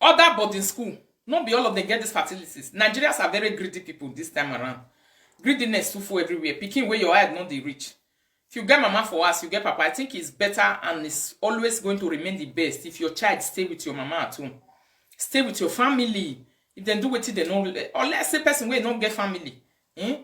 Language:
Nigerian Pidgin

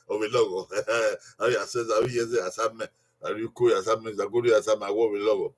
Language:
Bini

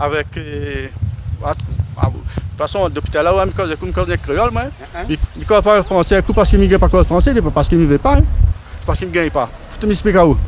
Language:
Réunion Creole French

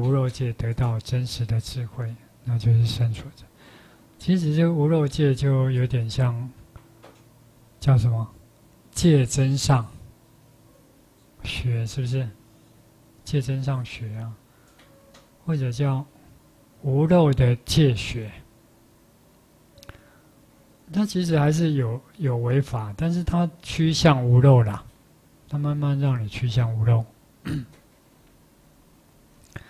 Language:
Chinese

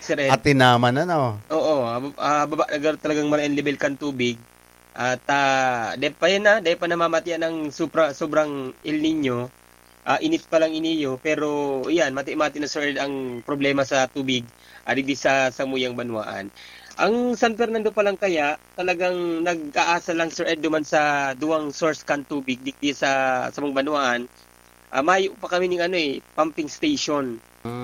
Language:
Bikol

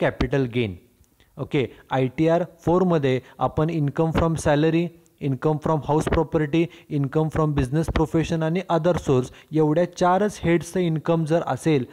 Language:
Marathi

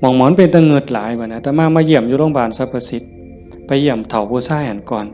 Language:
Northeastern Thai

